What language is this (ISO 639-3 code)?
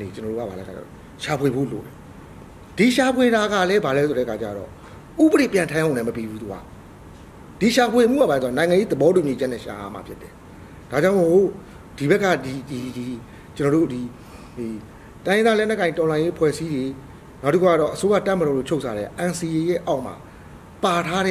mya